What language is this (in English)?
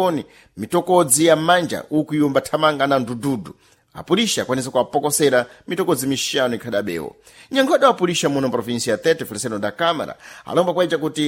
Sena